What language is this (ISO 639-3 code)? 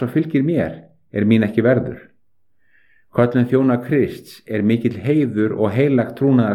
isl